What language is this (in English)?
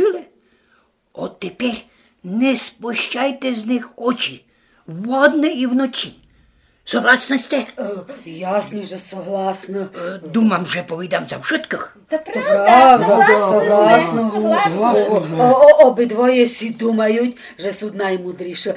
Rusyn